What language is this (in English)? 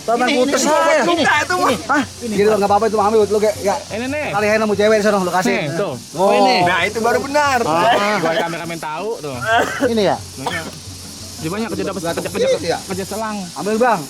Betawi